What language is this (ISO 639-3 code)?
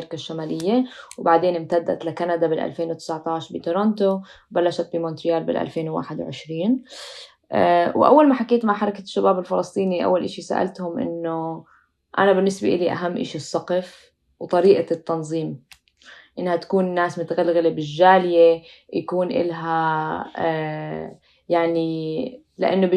apc